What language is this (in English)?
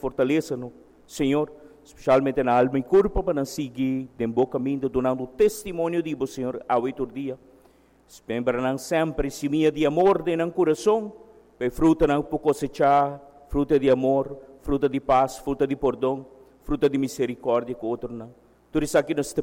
Papiamento